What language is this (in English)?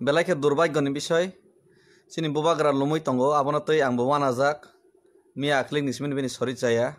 Kok Borok